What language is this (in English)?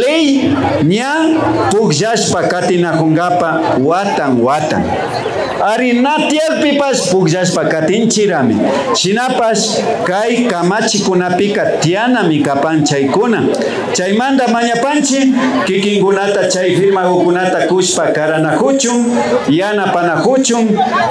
Imbabura Highland Quichua